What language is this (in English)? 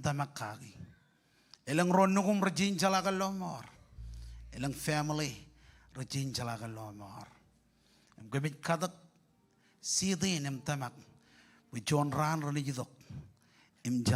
Marshallese